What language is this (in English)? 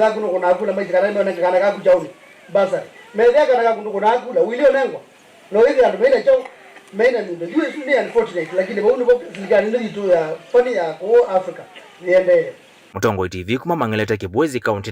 Kamba